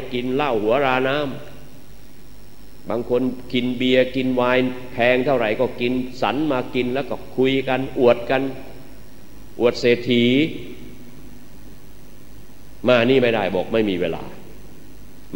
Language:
Thai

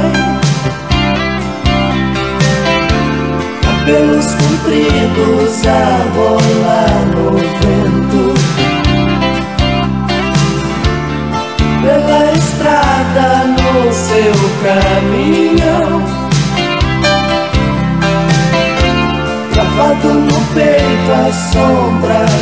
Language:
Portuguese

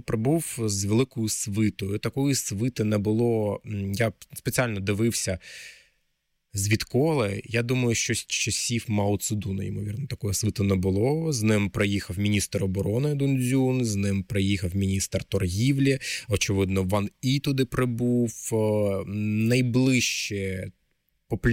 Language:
Ukrainian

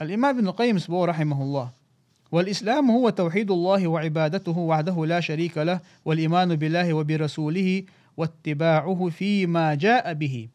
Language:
Chechen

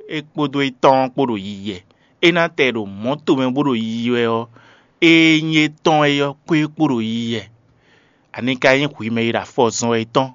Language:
Fon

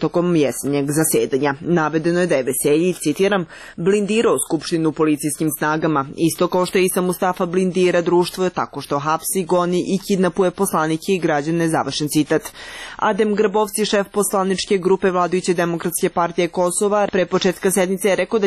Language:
Serbian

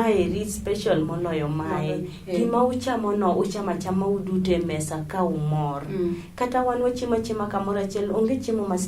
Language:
Luo (Kenya and Tanzania)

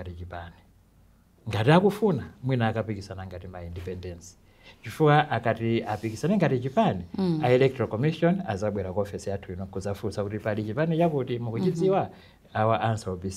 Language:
Nyanja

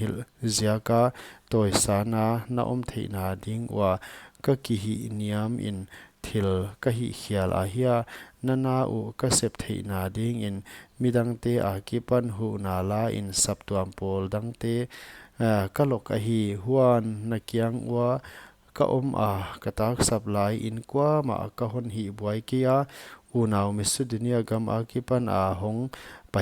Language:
Paite Chin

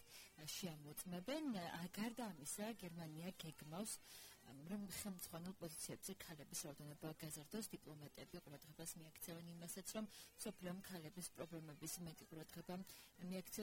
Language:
Georgian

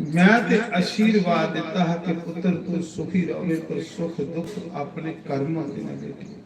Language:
Dogri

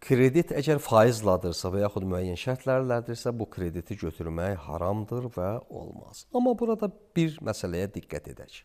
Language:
Azerbaijani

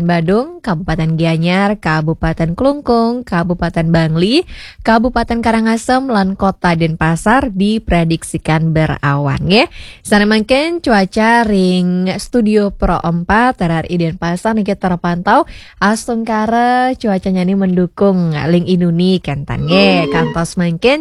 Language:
Balinese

